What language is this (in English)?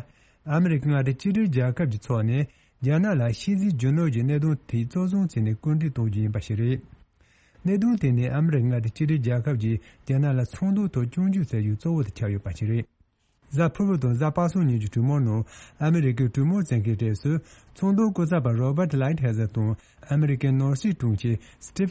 Tibetan